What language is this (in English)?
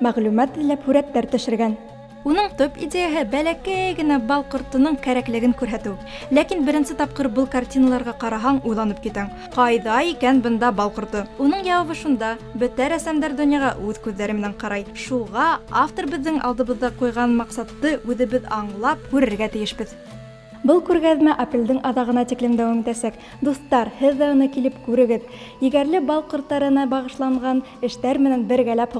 Bashkir